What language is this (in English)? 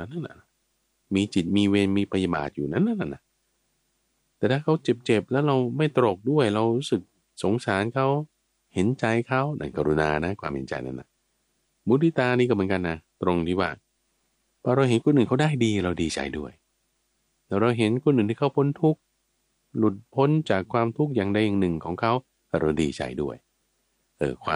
Thai